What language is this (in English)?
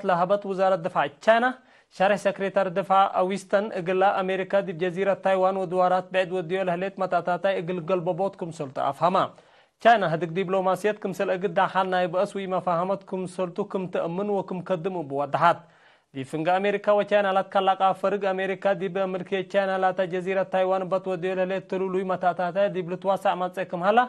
Tigre